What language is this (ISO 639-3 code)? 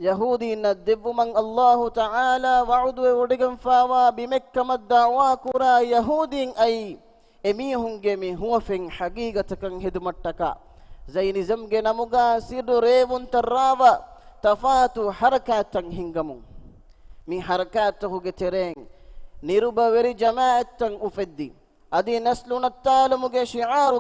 div